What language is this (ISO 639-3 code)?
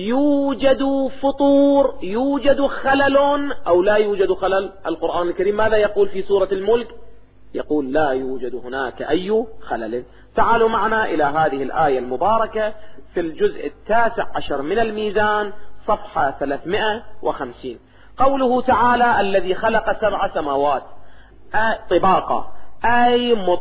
ara